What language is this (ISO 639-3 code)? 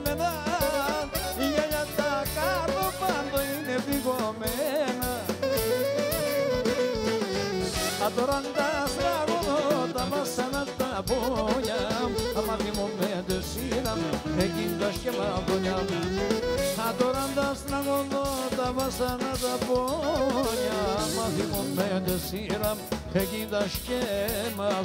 ell